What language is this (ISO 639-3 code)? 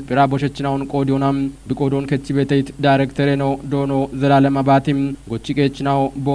kbr